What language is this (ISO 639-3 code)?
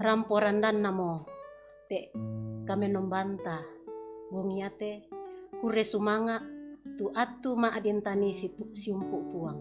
sda